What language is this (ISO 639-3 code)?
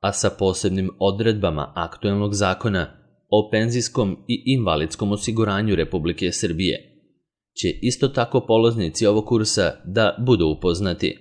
srp